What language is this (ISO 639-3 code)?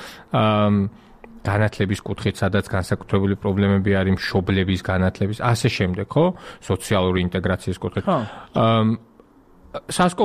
kat